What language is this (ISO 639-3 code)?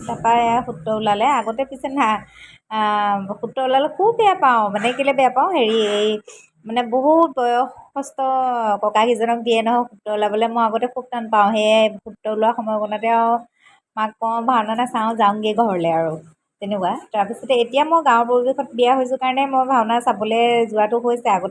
asm